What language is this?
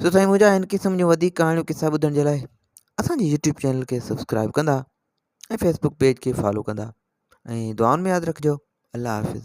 Sindhi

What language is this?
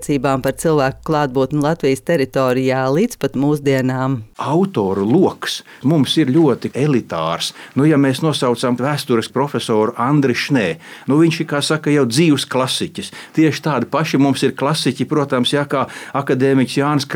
Latvian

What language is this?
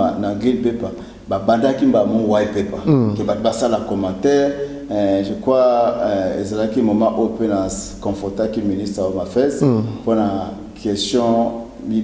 Lingala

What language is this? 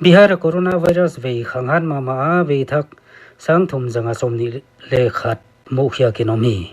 Paite Chin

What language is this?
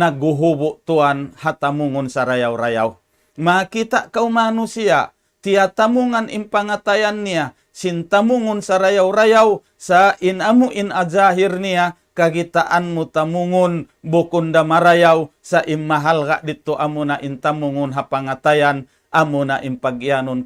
Tausug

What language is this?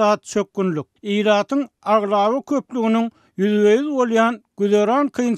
Turkmen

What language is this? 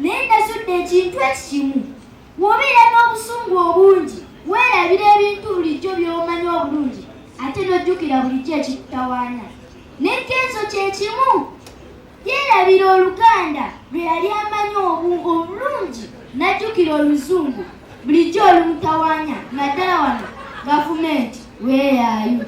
Ganda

